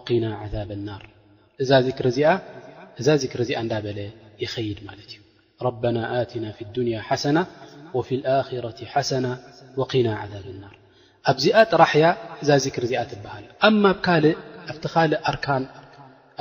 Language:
Tigrinya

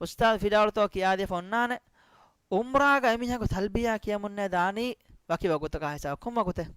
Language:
Divehi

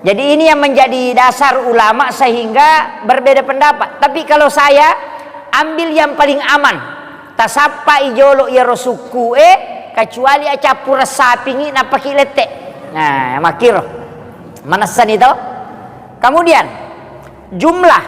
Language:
Buginese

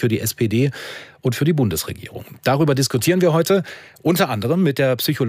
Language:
German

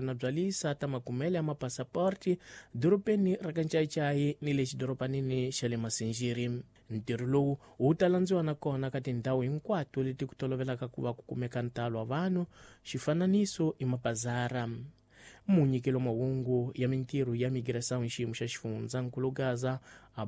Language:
Tsonga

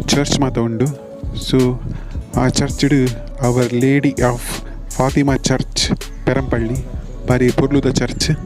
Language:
Tulu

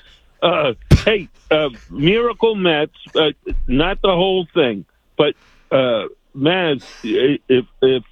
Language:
English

